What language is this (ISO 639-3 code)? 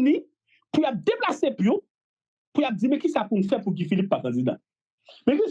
hat